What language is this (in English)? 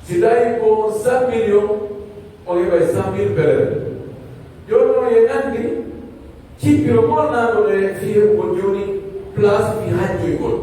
Pular